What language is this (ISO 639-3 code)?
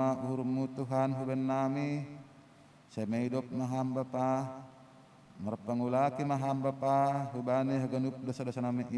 bts